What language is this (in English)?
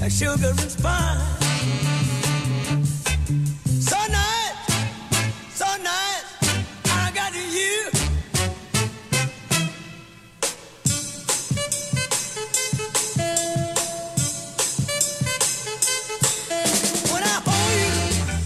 Portuguese